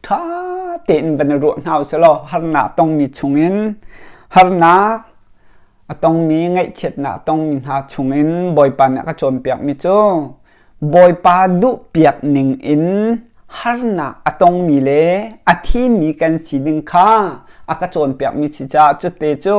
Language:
Hakha Chin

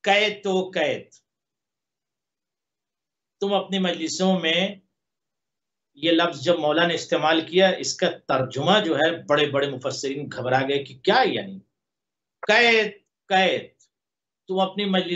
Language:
Urdu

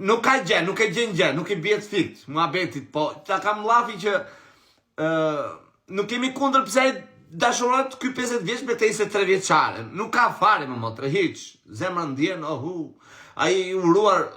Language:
Albanian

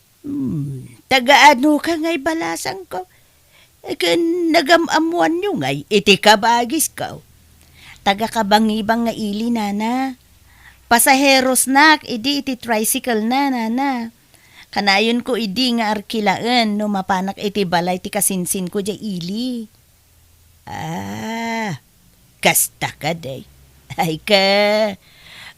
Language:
Iloko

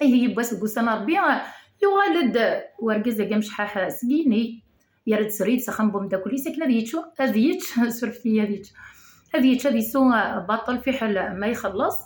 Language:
Kabyle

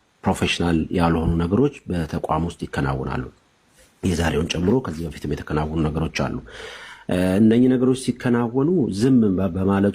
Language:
Amharic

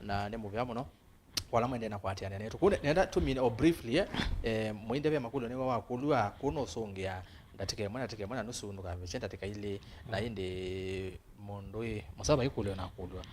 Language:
Kamba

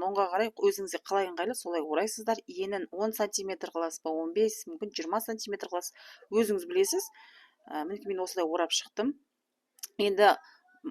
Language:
Kazakh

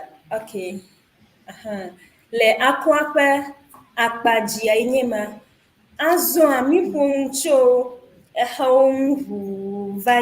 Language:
Ewe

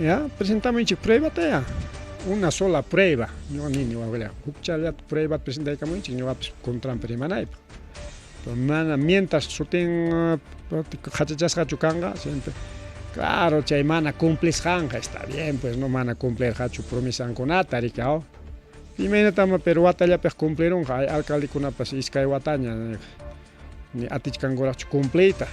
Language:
Ayacucho Quechua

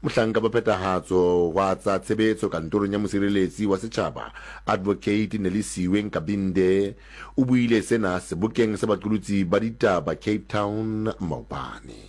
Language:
Southern Sotho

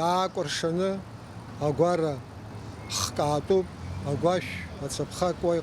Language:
Abkhazian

